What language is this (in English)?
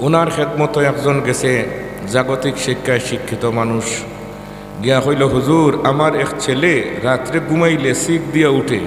Sylheti